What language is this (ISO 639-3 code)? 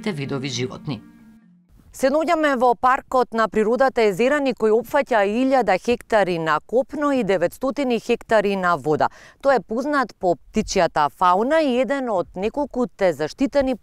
mkd